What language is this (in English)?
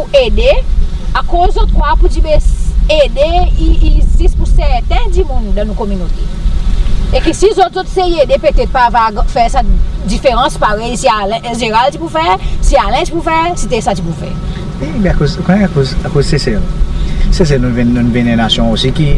Seselwa Creole French